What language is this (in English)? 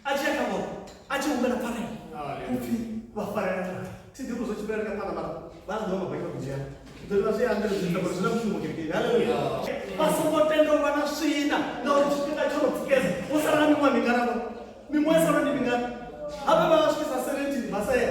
Venda